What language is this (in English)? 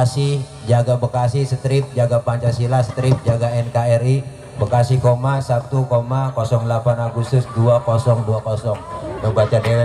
Betawi